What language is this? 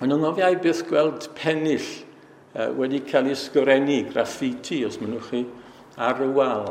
Welsh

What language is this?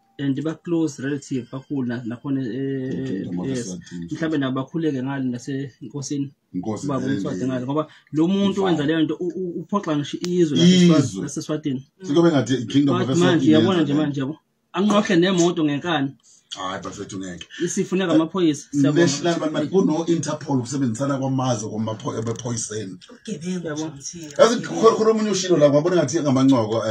Zulu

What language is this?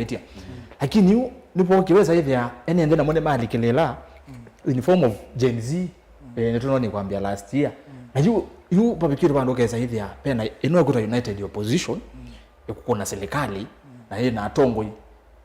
Kamba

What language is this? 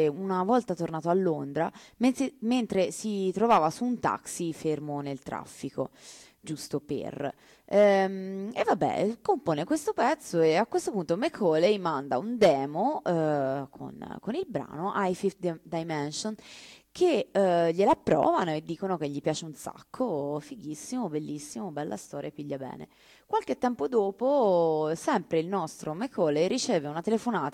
Italian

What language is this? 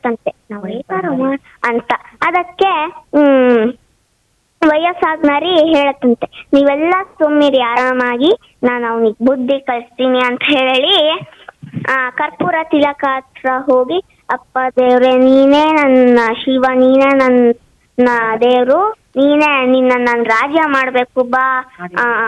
Kannada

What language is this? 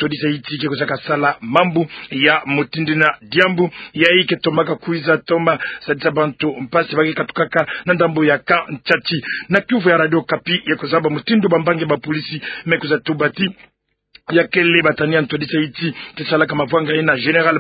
Kituba (Democratic Republic of Congo)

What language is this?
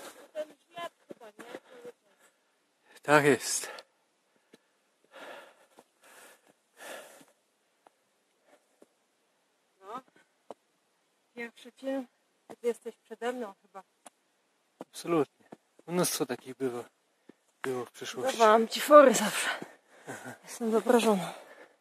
Polish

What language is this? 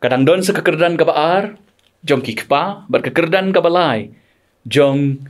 Khasi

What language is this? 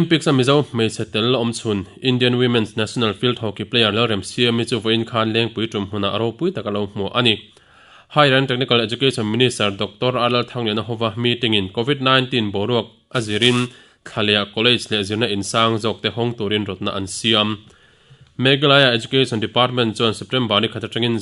Mizo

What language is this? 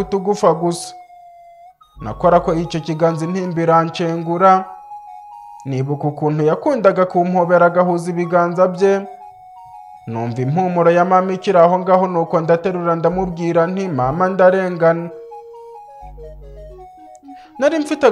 Kinyarwanda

